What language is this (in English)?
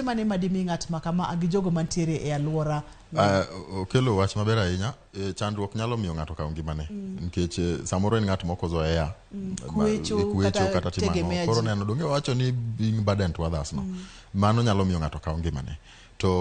Luo (Kenya and Tanzania)